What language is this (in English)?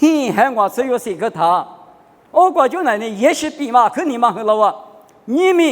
Lisu